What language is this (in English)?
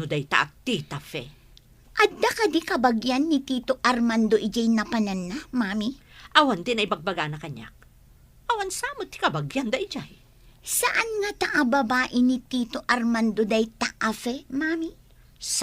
Iloko